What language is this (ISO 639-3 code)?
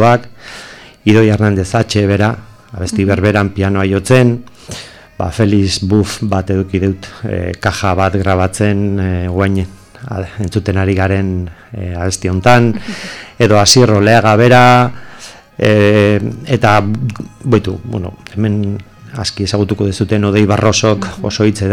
eus